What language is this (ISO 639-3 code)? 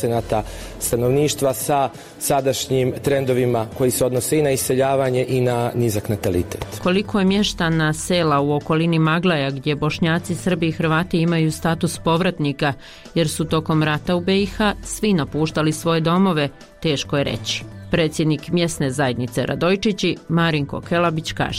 bos